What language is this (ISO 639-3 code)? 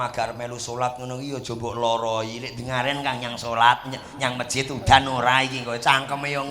jav